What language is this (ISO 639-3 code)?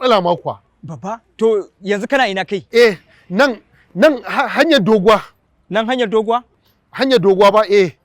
hau